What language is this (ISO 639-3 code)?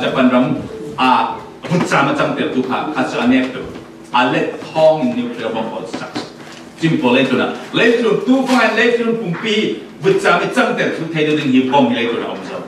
cfm